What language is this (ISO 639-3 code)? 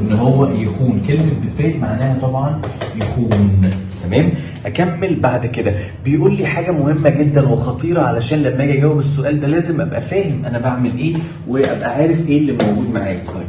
arz